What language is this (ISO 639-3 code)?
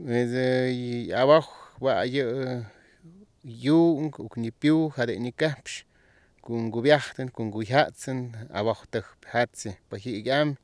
est